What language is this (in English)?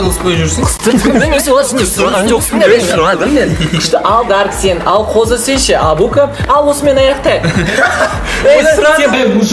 Kazakh